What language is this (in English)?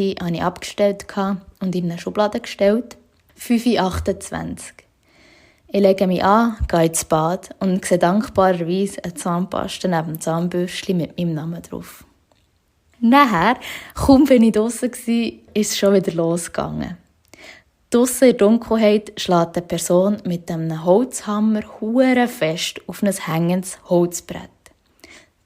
Swiss German